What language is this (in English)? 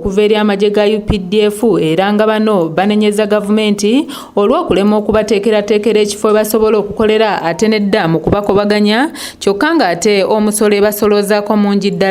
Ganda